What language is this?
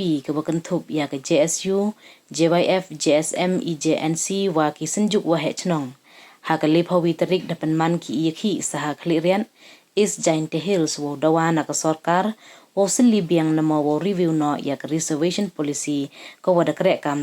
Pnar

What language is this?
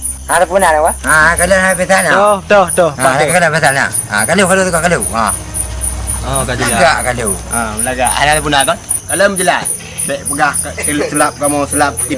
Achinese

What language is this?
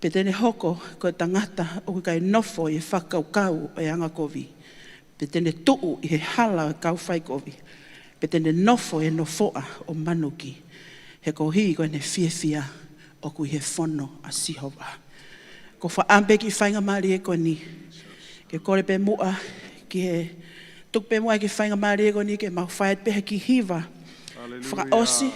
Tongan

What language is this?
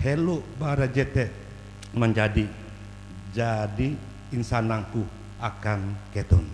Ngaju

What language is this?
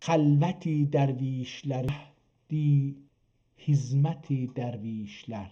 South Azerbaijani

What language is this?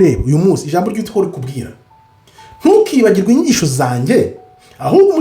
Kinyarwanda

